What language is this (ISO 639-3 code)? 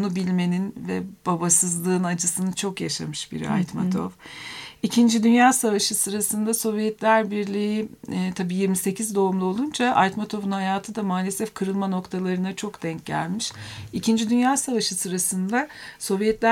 tur